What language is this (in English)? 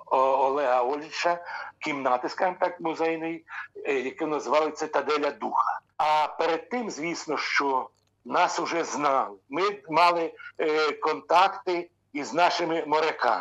Ukrainian